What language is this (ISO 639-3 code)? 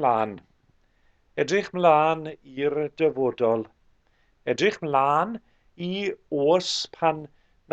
cym